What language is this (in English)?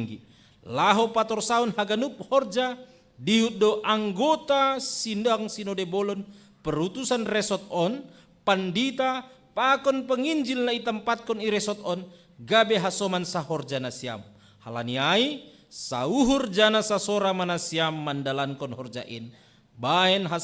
Batak Simalungun